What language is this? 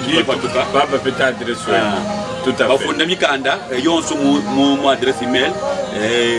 Luba-Lulua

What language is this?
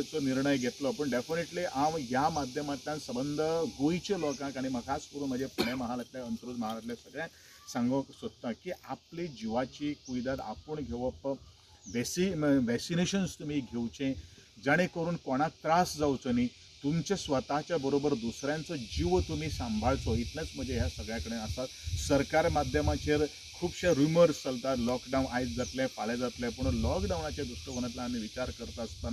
Konkani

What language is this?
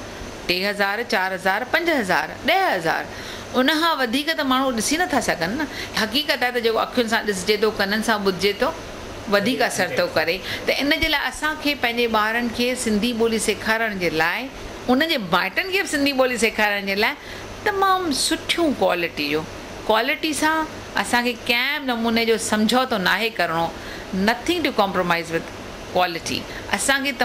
Sindhi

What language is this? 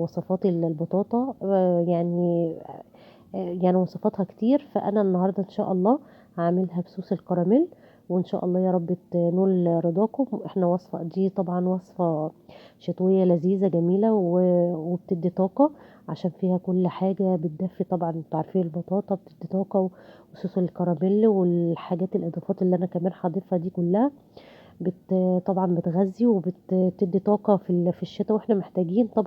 Egyptian Arabic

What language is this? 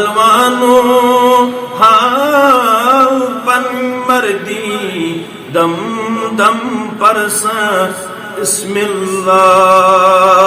Kashmiri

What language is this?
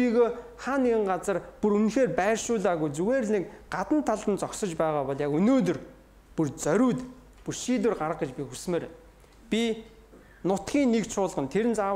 Mongolian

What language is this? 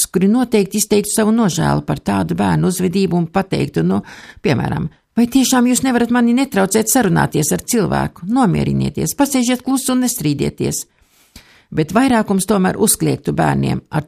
Latvian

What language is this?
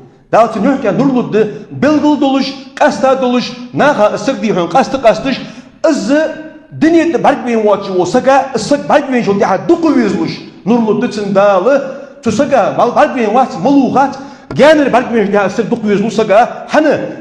Ingush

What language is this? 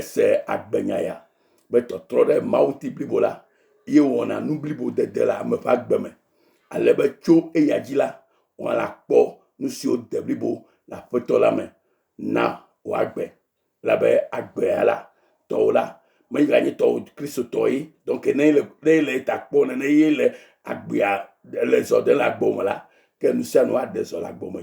Ewe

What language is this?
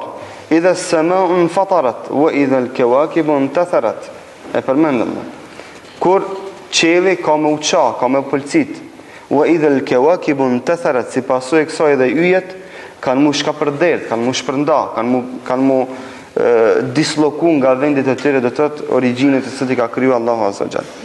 Albanian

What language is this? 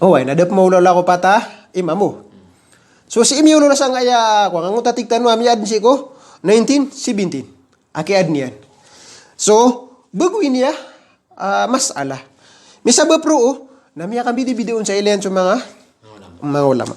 Maranao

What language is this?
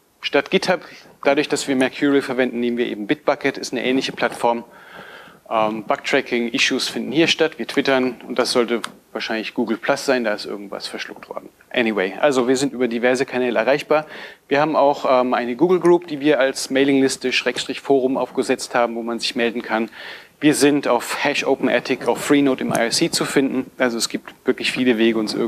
German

